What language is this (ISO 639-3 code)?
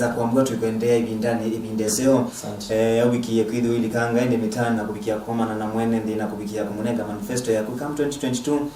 kam